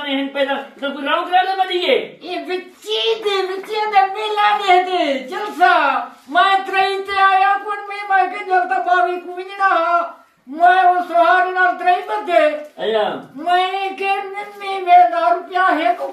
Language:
Saraiki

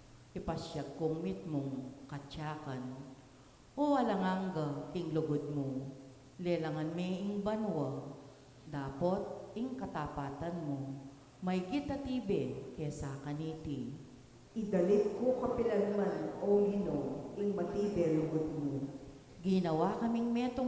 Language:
Pampanga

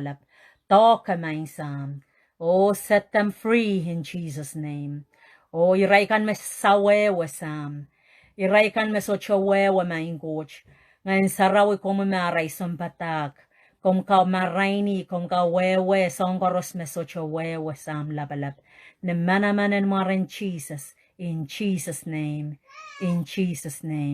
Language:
Pohnpeian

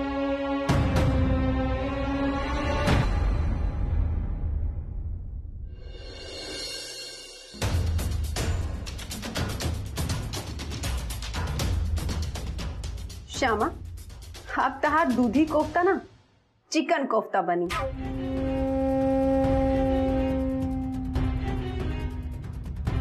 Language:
Bhojpuri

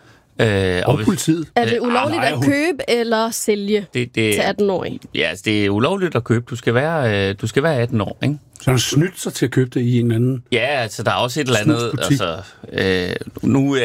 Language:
Danish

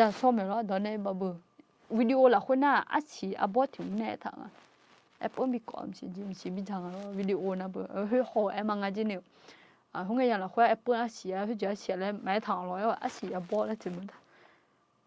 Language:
Akha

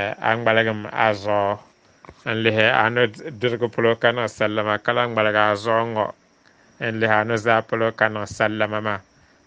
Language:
Dagbani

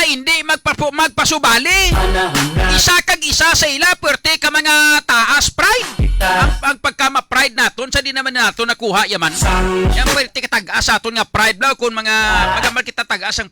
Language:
Hiligaynon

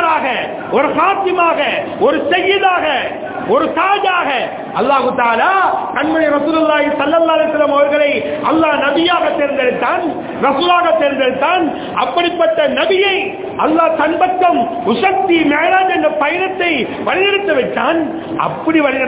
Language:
Tamil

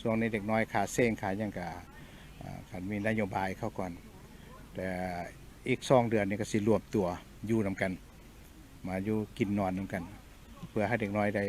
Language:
Lao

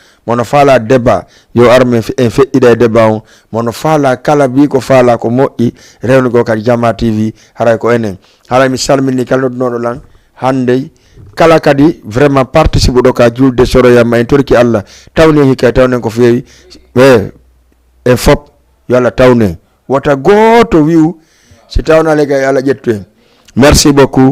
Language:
Fula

